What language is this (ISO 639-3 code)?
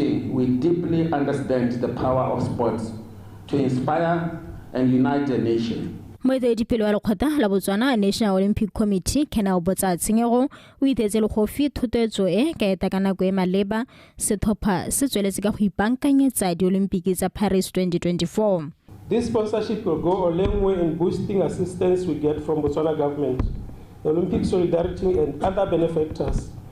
tsn